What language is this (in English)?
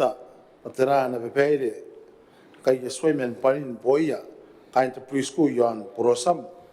Gilbertese